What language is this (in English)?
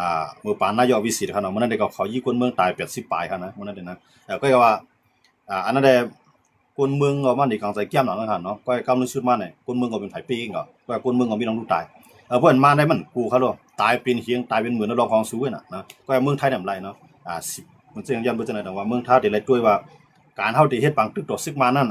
Shan